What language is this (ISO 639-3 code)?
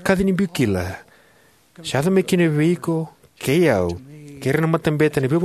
fij